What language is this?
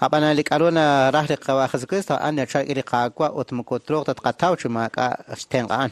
Kekchí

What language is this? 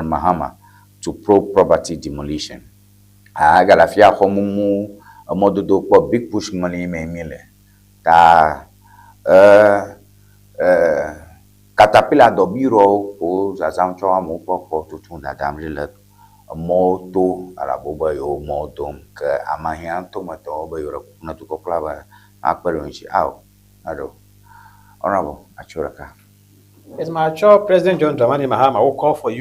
Ewe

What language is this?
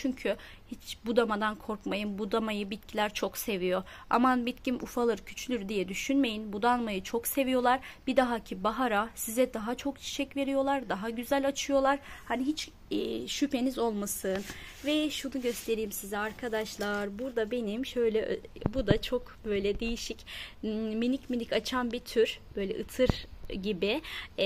Turkish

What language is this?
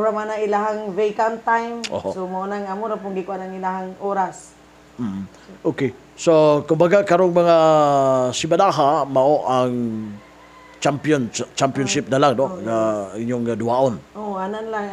Cebuano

